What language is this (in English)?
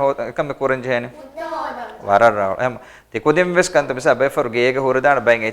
Divehi